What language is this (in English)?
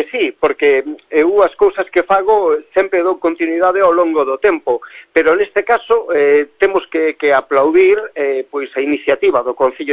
Galician